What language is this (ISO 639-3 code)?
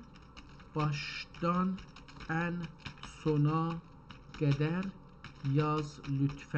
azb